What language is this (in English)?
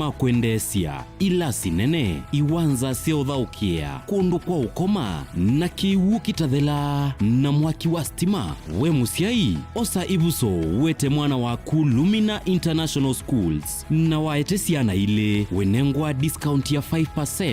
Kamba